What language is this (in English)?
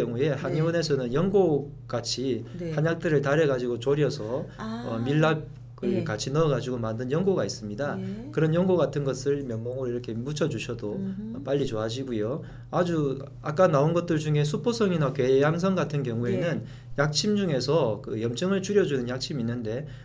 Korean